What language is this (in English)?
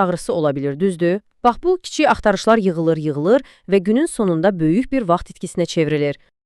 Azerbaijani